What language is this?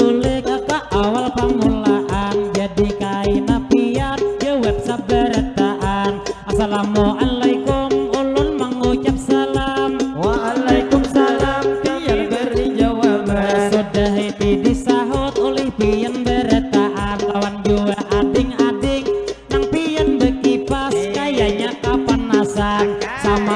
Banjar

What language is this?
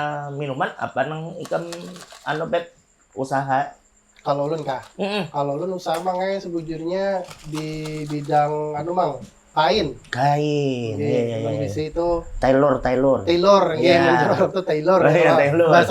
Banjar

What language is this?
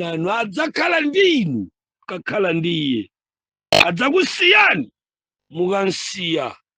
Nyanja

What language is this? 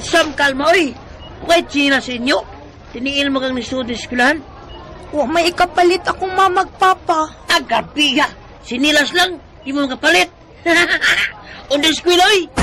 Cebuano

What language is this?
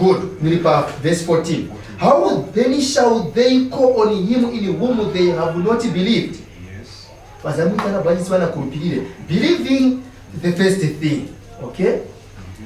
Nyanja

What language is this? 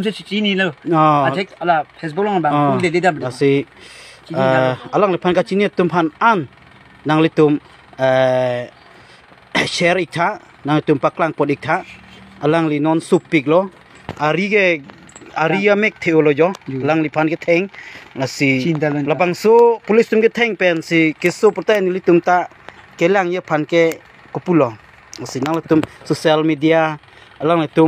Karbi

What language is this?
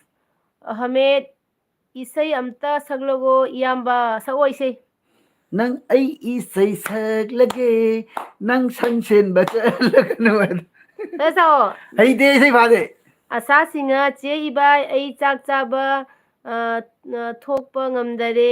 Manipuri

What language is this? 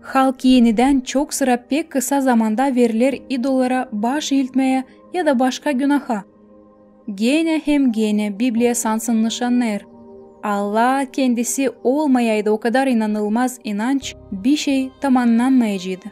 Gagauz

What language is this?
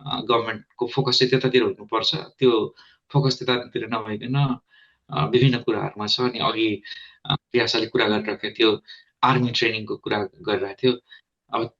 Nepali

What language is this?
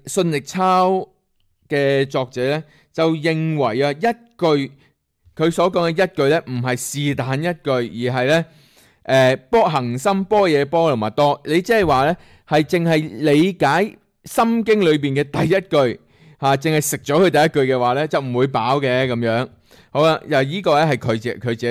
Cantonese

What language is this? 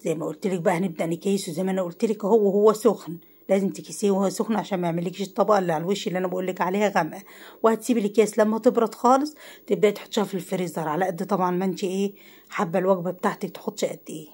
Egyptian Arabic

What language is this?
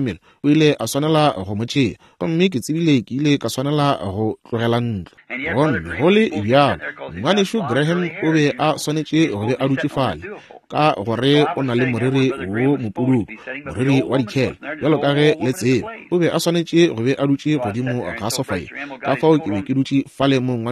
Northern Sotho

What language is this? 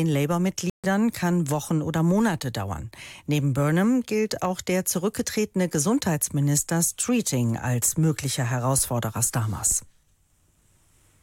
German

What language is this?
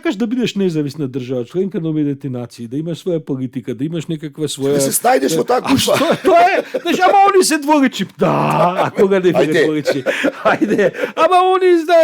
Macedonian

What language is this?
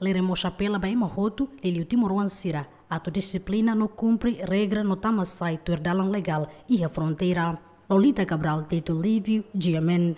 Tetum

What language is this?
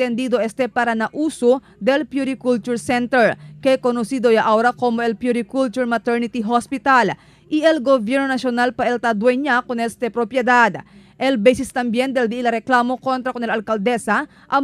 Chavacano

